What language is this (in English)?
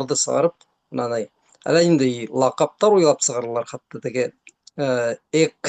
Bashkir